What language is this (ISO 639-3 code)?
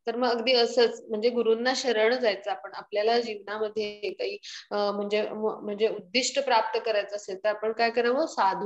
mar